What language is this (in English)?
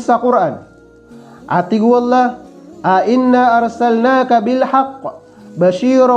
Maranao